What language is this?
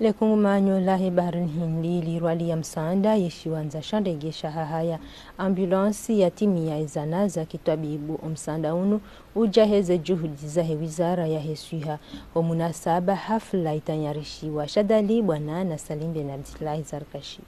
Ngazidja Comorian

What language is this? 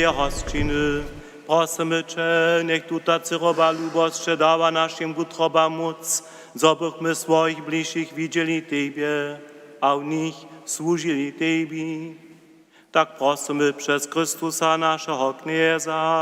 Upper Sorbian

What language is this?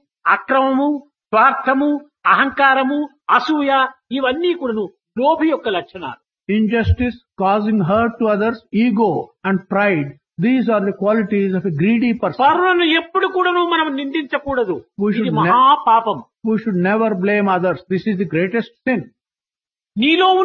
Telugu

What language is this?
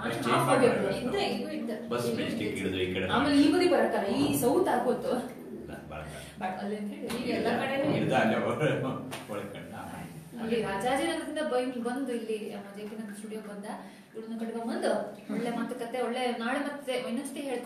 Kannada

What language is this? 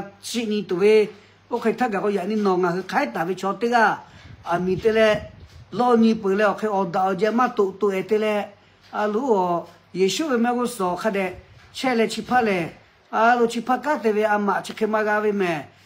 Lahu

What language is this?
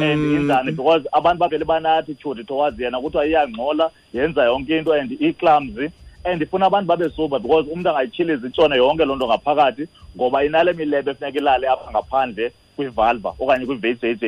Xhosa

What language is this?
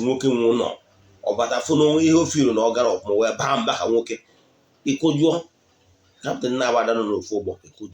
Igbo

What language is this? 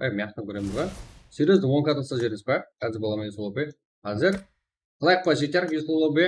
Kara-Kalpak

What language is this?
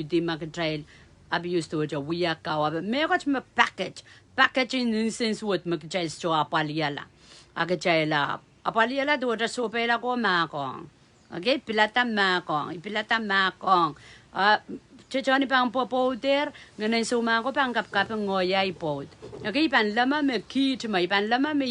Pohnpeian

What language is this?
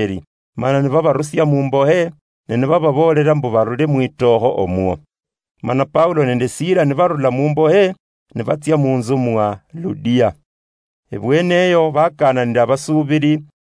Luyia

